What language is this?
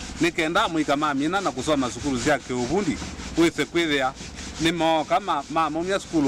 Kamba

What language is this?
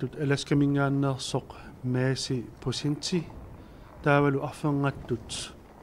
Kalaallisut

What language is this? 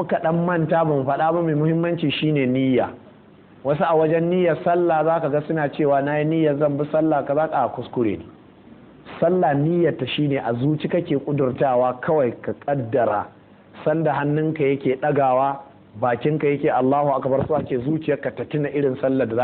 Hausa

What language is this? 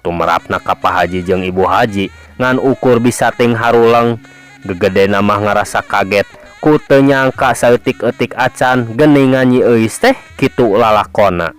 Sundanese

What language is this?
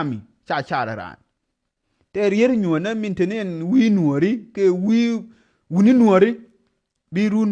Nuer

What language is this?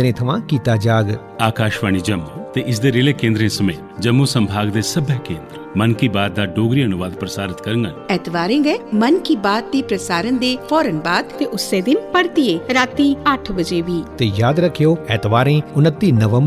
Dogri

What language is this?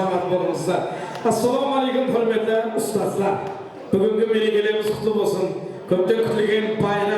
Kara-Kalpak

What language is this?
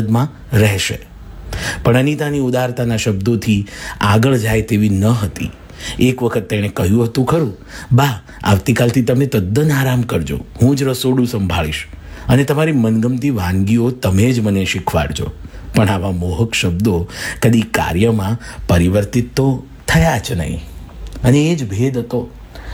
Gujarati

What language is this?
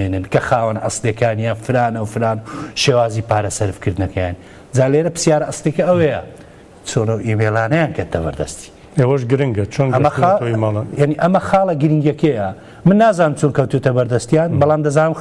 Central Kurdish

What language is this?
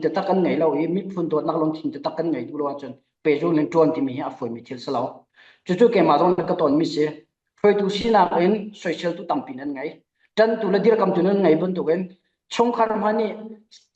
Falam Chin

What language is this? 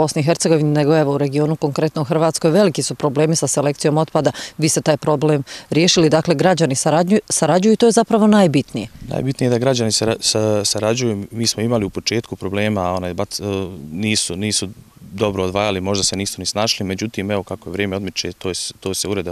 Croatian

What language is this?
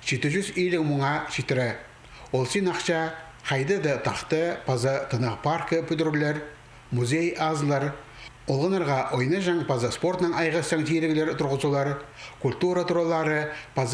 Khakas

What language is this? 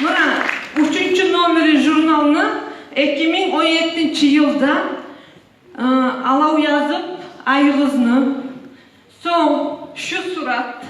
Kumyk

